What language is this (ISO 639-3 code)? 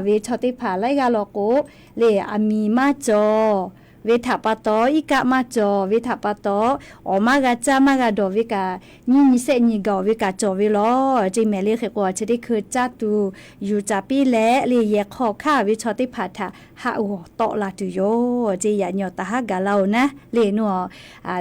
lhu